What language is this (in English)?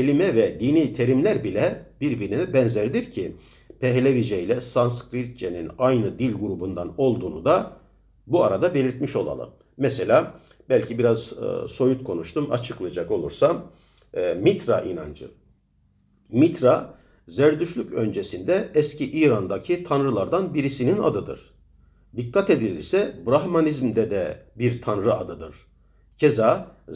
Turkish